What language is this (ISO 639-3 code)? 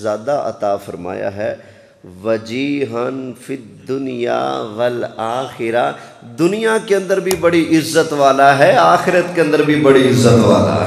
urd